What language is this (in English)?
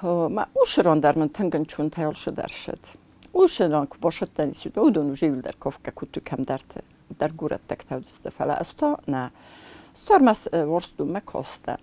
Ossetic